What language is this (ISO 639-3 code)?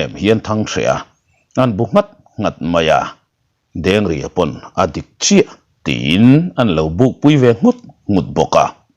lus